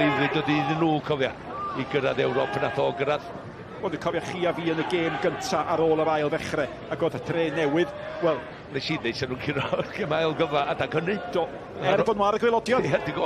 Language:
Welsh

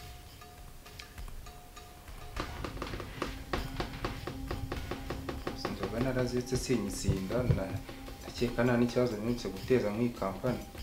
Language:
Kinyarwanda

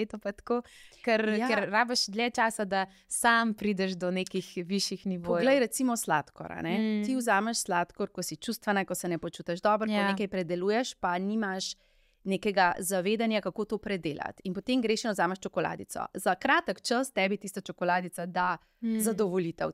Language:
Slovenian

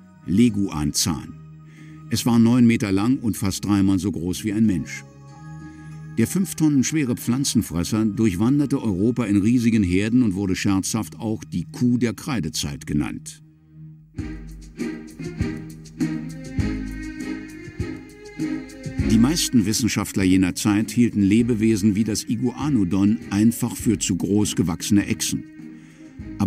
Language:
German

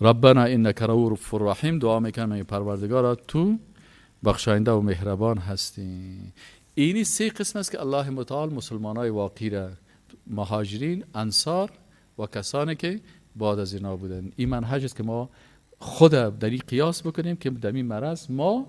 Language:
Persian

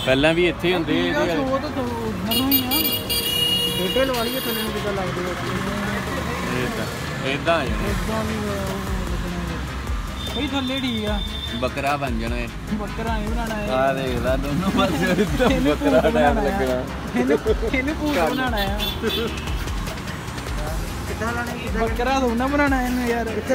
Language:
Punjabi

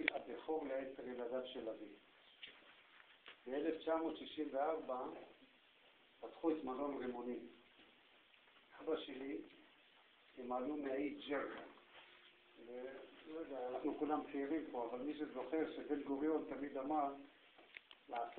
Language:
Hebrew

